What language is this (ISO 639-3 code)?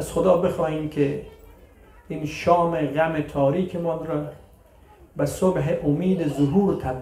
fas